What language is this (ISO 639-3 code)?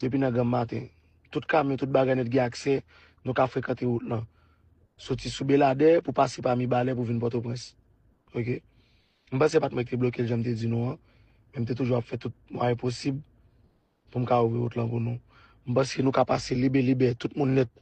hat